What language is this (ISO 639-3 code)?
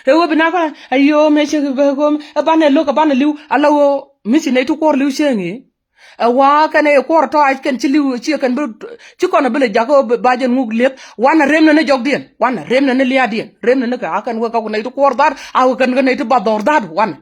nus